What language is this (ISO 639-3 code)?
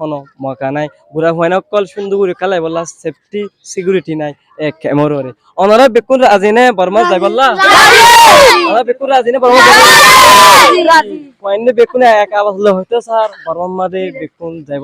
rhg